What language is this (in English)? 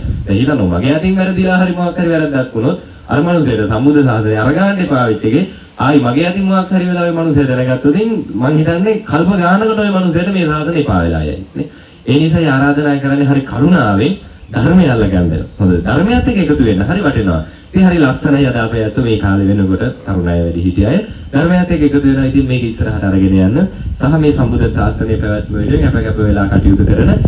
Sinhala